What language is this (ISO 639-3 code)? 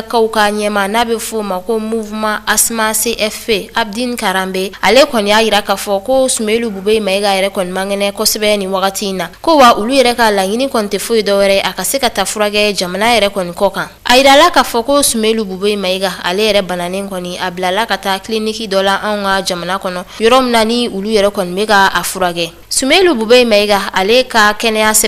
bam